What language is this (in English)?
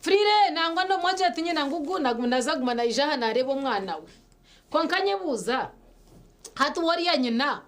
Nyankole